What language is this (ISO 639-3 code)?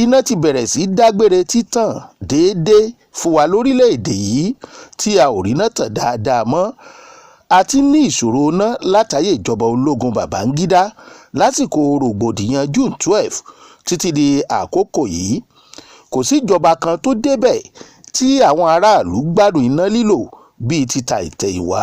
yor